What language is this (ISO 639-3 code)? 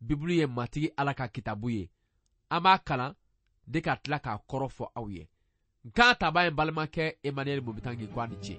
bam